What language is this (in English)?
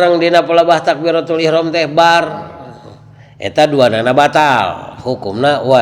Sundanese